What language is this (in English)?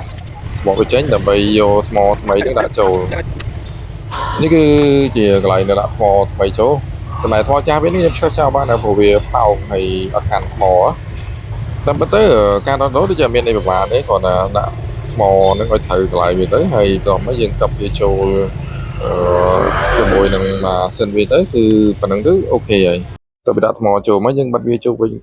Khmer